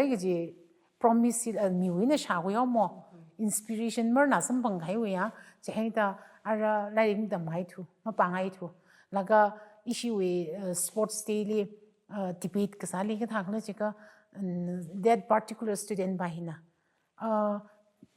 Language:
Tangkhul Naga (India)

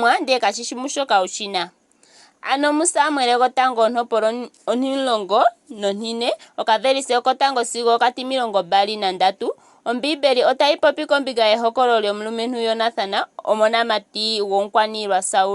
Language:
Ndonga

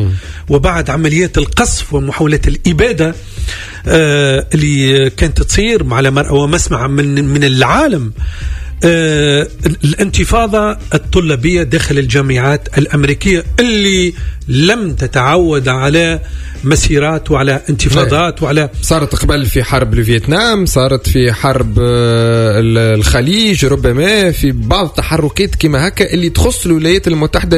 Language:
Tunisian Arabic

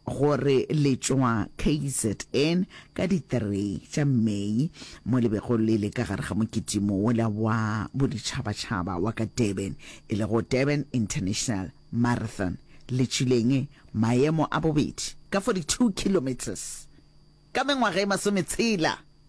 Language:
Northern Sotho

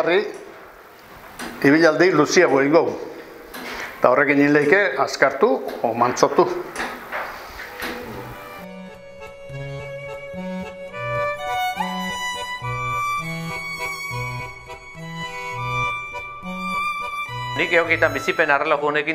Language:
Basque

